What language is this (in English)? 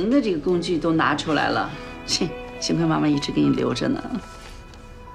Chinese